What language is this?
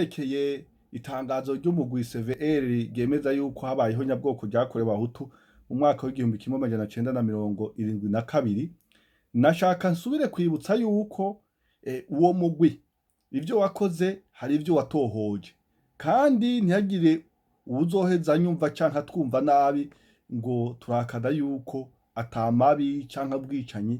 Rundi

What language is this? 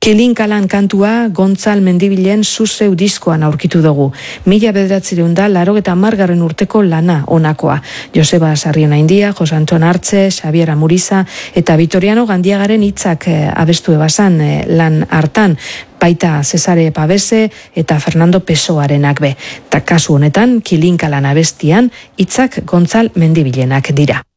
Basque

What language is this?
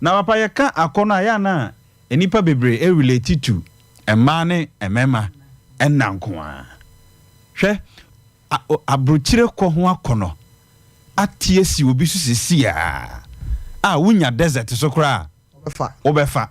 Akan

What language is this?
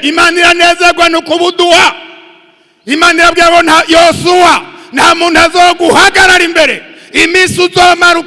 Rundi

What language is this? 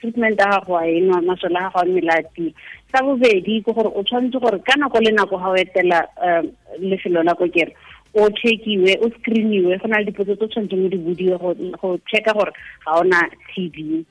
Tswana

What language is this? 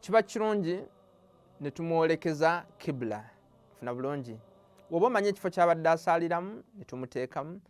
Ganda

